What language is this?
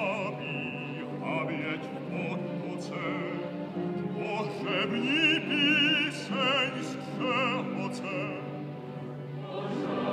Czech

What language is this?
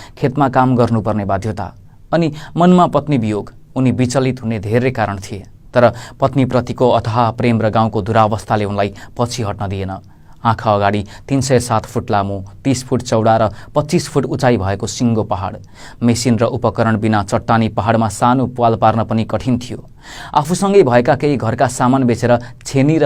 Nepali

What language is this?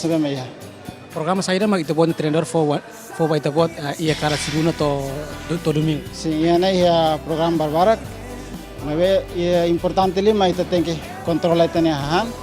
Tetum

